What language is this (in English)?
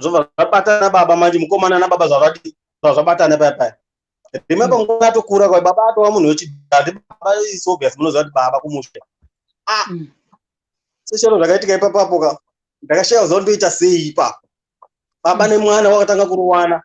Shona